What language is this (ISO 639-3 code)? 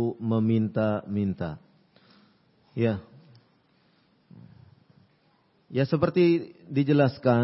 ind